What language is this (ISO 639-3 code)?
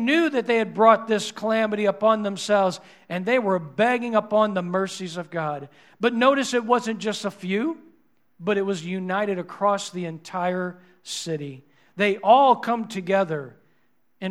eng